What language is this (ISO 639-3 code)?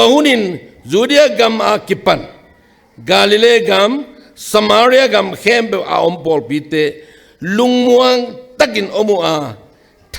ctd